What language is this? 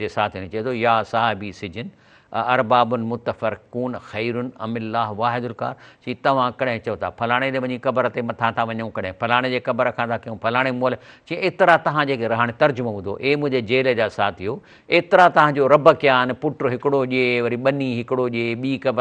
Sindhi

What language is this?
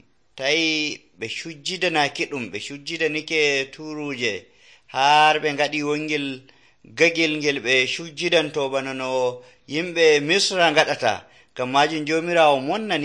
Nigerian Fulfulde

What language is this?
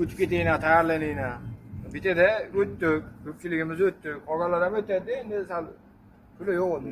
Uzbek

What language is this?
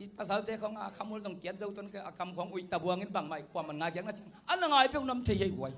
Tedim Chin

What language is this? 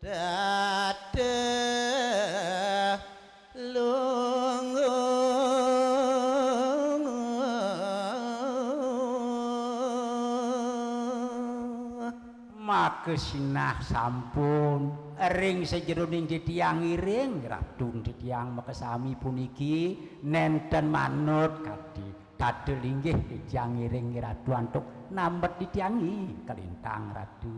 Balinese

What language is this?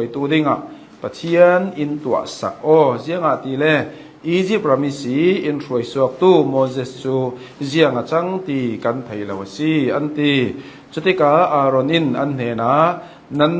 Hakha Chin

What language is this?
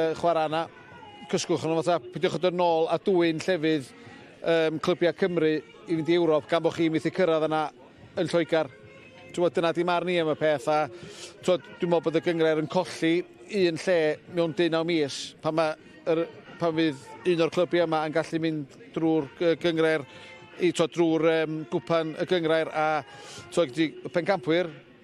Welsh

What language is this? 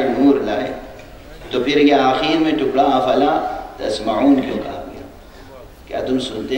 Urdu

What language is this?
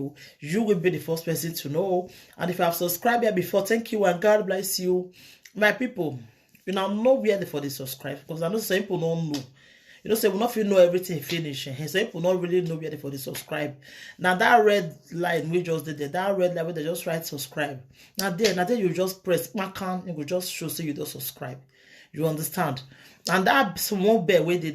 Nigerian Pidgin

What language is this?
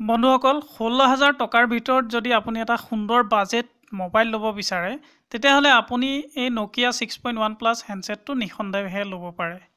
Assamese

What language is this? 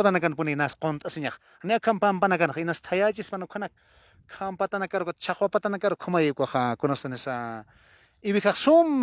Aymara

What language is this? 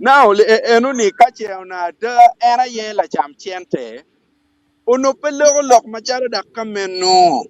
Acoli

